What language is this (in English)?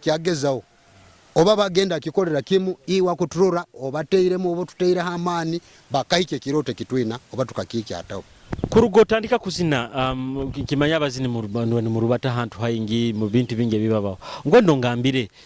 Nyoro